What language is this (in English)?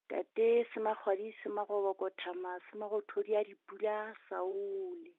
Southern Sotho